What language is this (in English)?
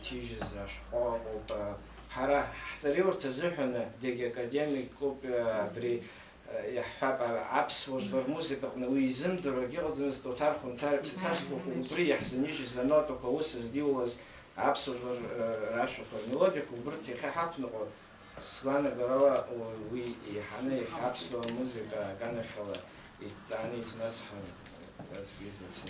Abkhazian